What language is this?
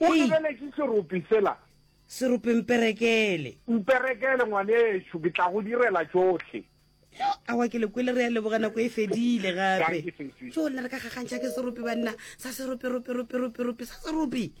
Northern Sotho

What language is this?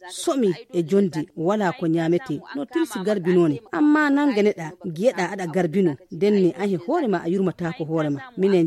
Nigerian Fulfulde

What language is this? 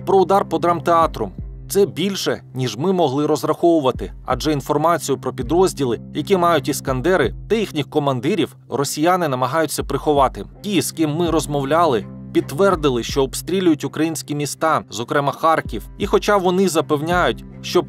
Ukrainian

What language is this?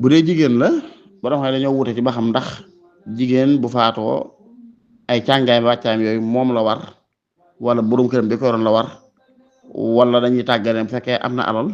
Wolof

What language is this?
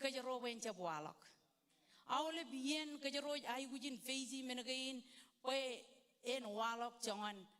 Marshallese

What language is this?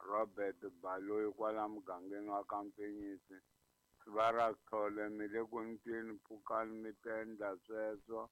Tsonga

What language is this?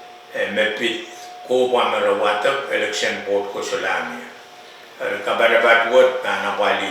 Pohnpeian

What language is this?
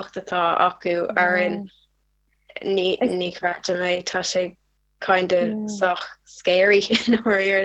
Irish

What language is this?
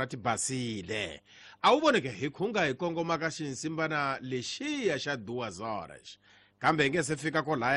Tsonga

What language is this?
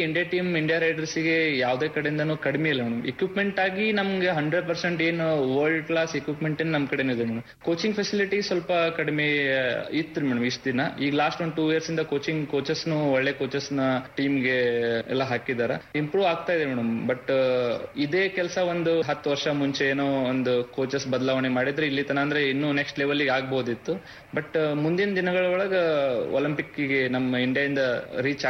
Kannada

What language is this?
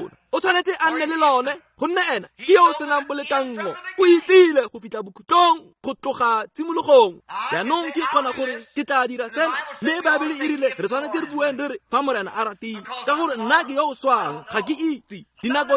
Tswana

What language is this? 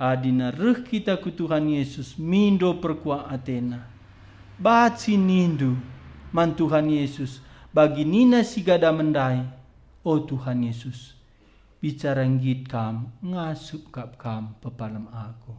Batak Karo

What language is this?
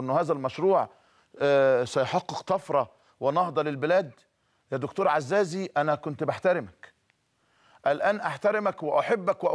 Egyptian Arabic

